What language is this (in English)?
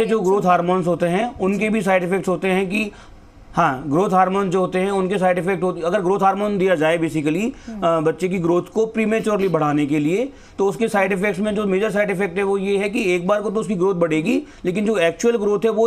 Hindi